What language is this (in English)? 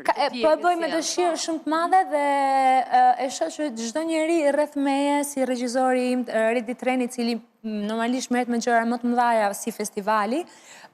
Albanian